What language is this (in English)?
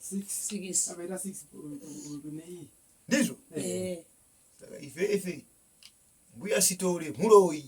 Shona